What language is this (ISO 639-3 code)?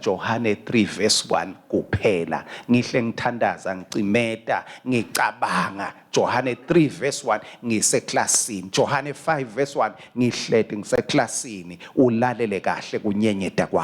ssw